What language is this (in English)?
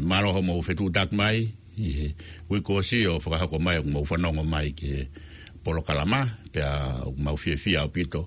Tongan